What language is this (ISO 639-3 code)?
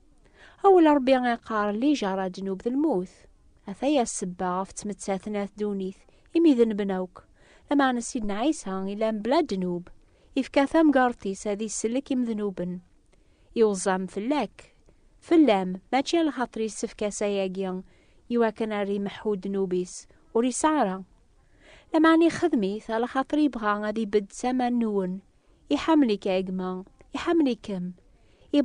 kab